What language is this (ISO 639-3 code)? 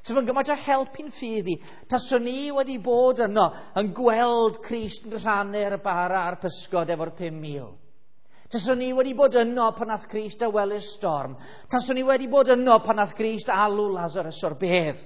cym